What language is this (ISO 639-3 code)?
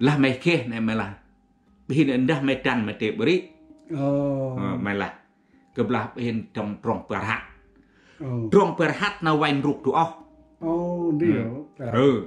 cmo